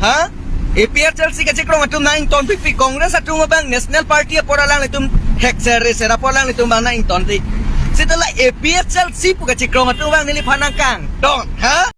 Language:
Karbi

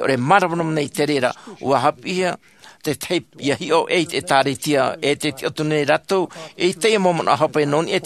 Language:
Tahitian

